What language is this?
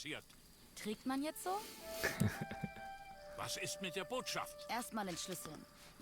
Swiss German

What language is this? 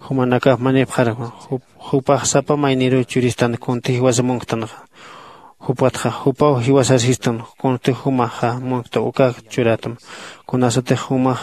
Aymara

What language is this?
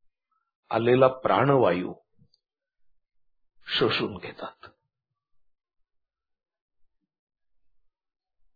Marathi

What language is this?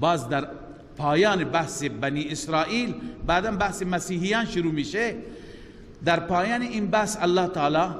Persian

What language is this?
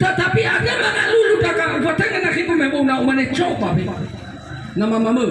Nias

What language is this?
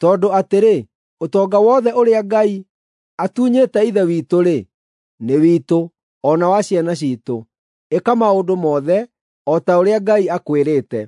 Kikuyu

